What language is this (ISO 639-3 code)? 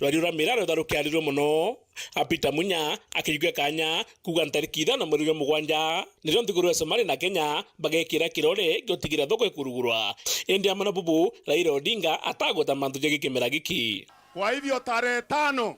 mer